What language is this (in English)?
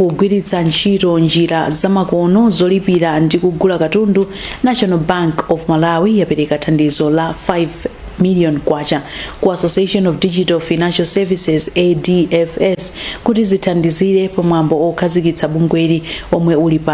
Nyanja